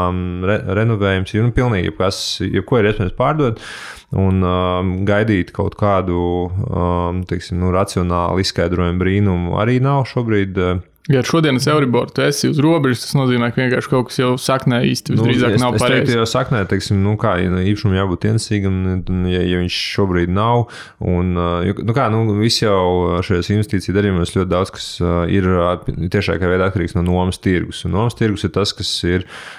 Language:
Latvian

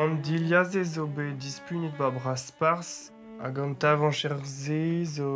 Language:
Breton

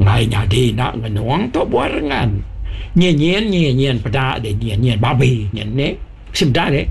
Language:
Iban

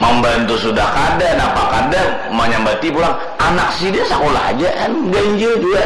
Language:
Banjar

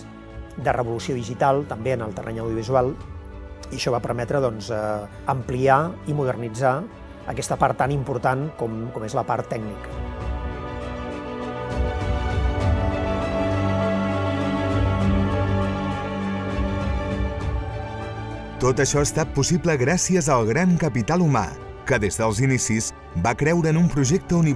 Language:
Catalan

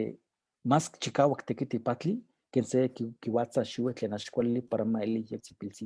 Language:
Eastern Huasteca Nahuatl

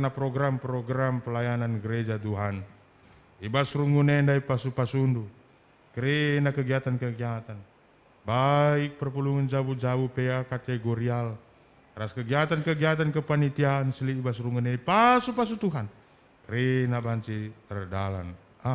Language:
Batak Karo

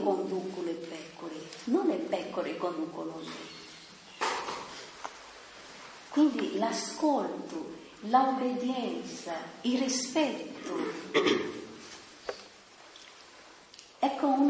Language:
Italian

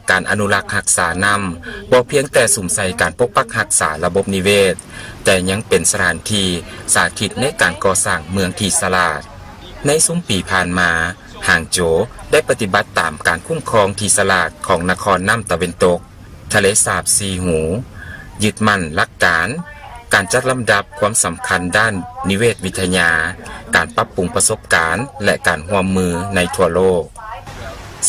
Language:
Lao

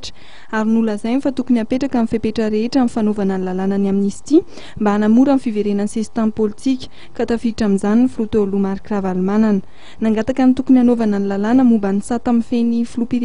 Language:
Malagasy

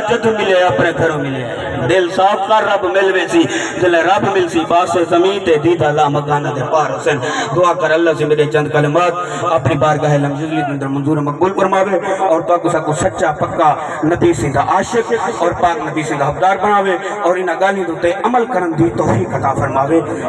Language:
Saraiki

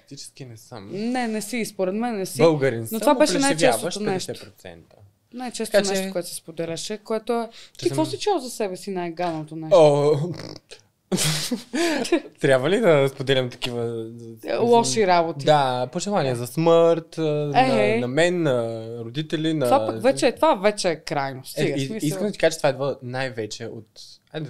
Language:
Bulgarian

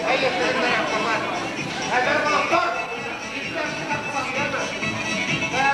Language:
Bashkir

